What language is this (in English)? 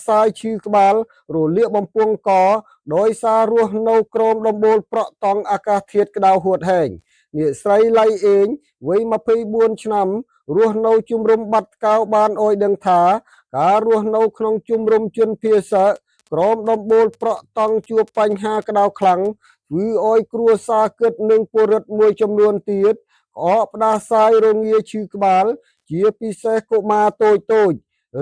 Khmer